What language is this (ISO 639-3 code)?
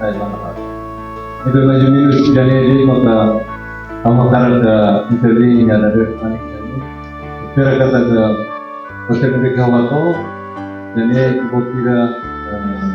tet